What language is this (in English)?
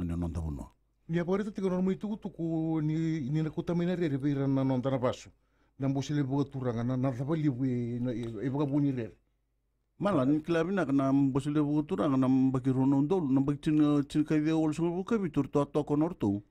Fijian